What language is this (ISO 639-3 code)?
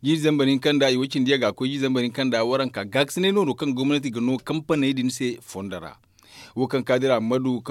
dje